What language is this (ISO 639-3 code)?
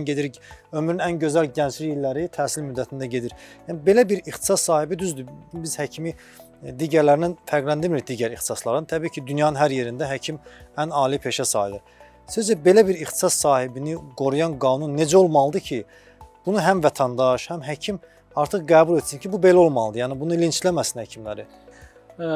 aze